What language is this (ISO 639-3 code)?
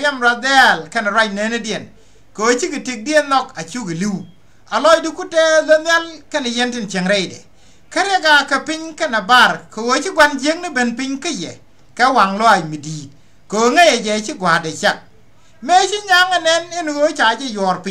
nus